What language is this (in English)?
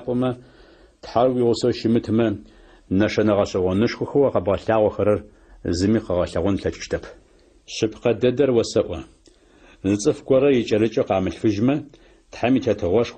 Adyghe